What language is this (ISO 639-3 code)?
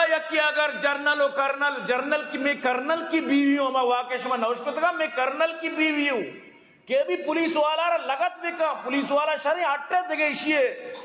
bgp